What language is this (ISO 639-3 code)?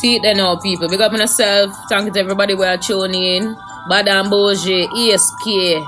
jam